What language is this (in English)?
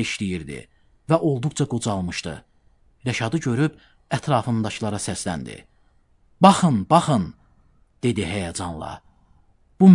Azerbaijani